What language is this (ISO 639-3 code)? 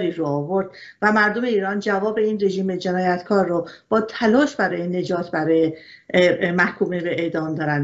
fas